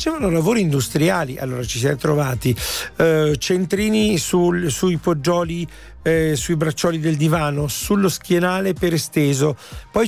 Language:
Italian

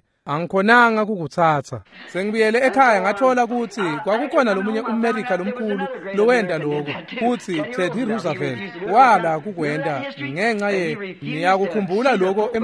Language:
Swati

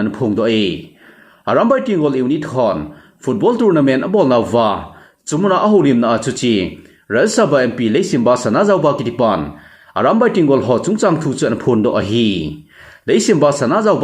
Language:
Thado Chin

